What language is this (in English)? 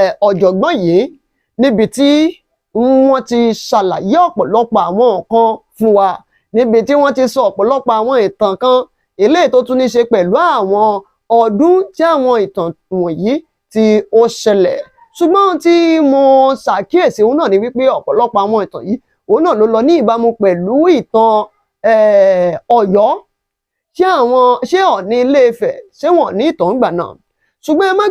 Yoruba